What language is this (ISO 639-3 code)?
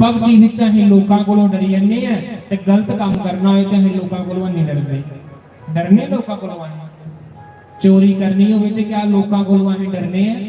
doi